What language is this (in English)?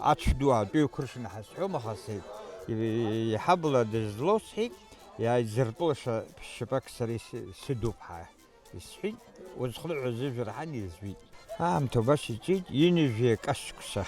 Abkhazian